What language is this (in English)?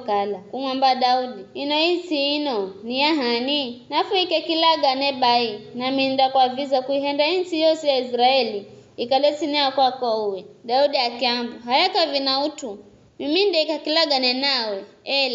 Giryama